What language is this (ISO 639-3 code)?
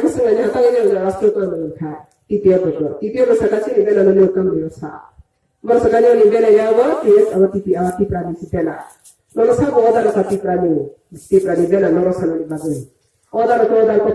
ria